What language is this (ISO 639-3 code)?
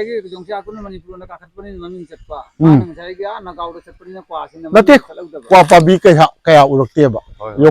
mni